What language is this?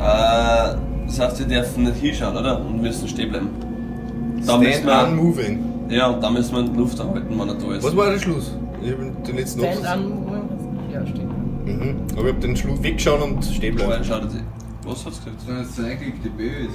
Bavarian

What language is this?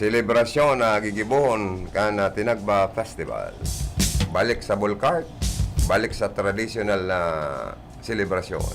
Bikol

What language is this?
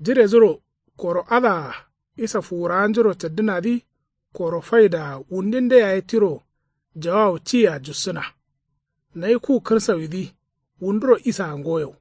Kanuri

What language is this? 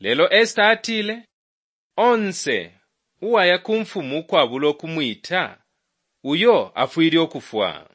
Bemba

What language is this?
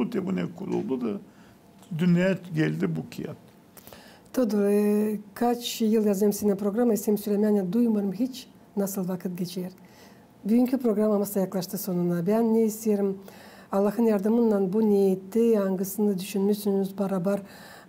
Gagauz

